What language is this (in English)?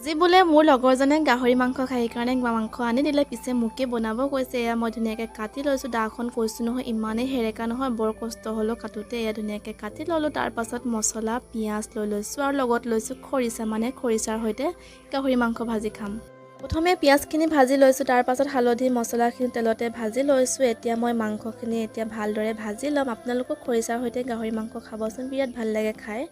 Assamese